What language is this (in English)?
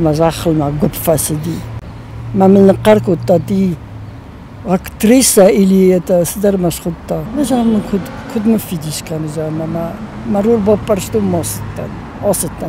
Ossetic